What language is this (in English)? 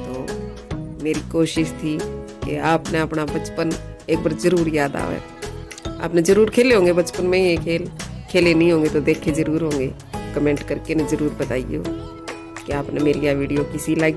Haryanvi